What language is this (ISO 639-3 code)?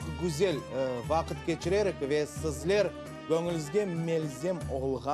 crh